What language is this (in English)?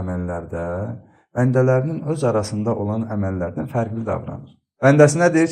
Azerbaijani